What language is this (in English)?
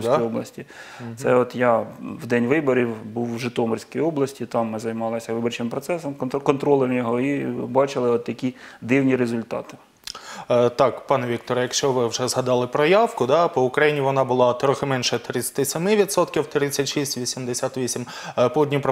Ukrainian